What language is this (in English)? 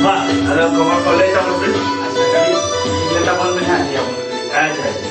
Santali